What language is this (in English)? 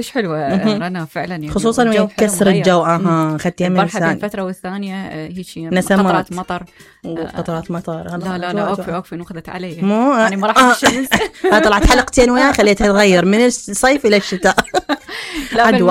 Mesopotamian Arabic